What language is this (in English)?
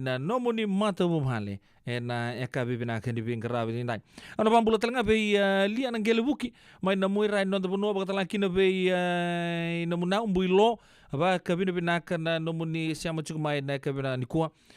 Fijian